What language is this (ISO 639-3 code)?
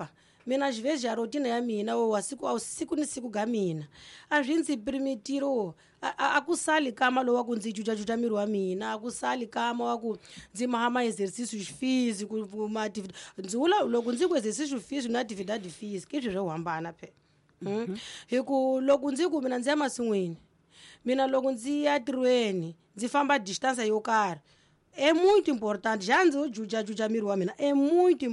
tso